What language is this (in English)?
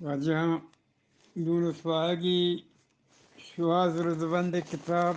Eastern Balochi